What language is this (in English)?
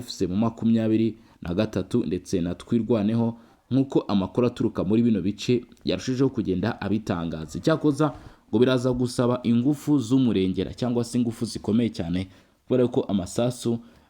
Kinyarwanda